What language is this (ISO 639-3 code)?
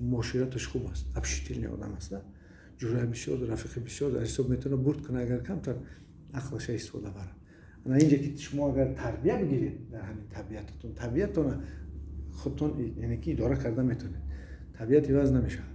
tgk